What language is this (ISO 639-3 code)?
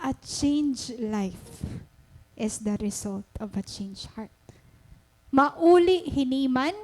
war